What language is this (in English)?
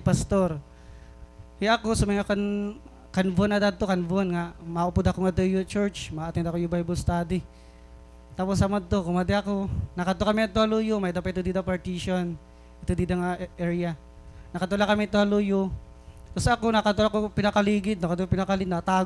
Waray